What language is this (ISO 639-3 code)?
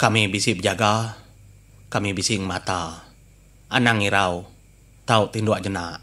iba